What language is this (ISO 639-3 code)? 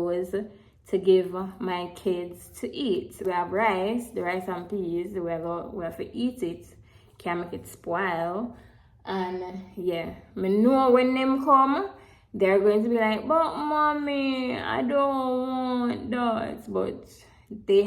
jam